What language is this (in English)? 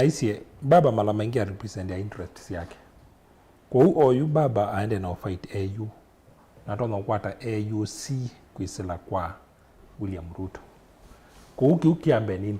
Kamba